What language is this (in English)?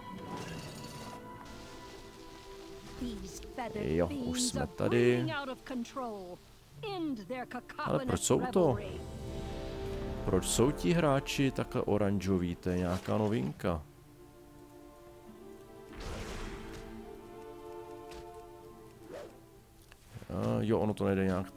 Czech